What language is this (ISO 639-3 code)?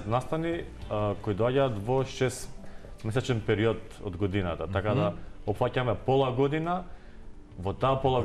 mkd